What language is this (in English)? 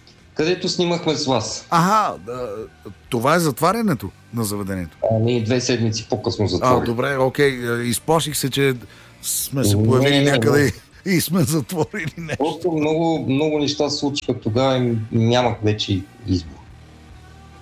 Bulgarian